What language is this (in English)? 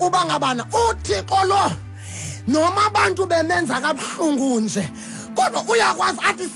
Xhosa